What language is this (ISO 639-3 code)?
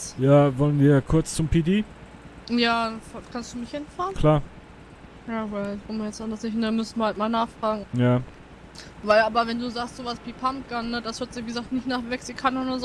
gsw